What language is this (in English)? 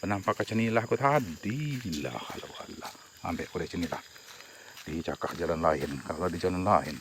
Musi